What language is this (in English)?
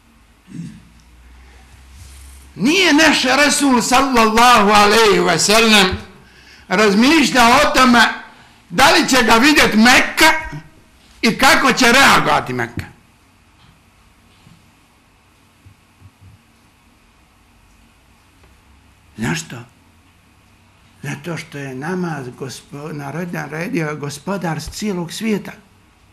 Bosnian